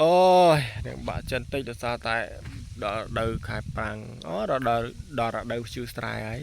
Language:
Khmer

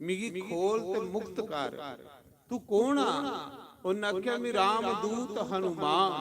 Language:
Dogri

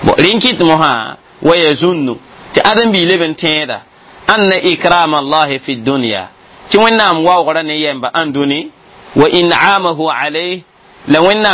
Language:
Mossi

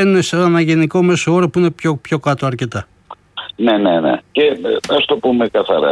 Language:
Greek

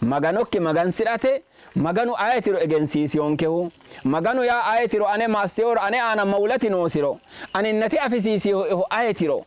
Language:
Sidamo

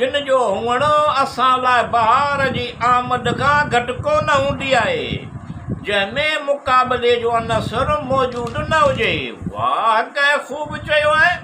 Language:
Sindhi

